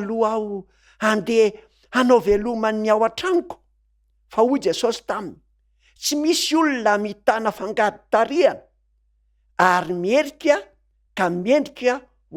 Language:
Malagasy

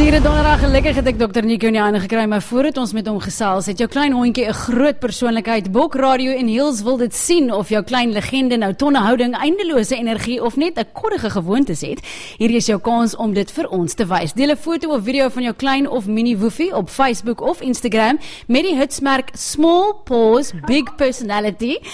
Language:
Afrikaans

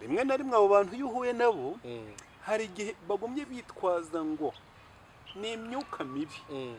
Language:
Kinyarwanda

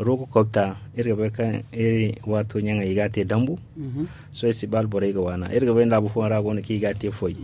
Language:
Zarma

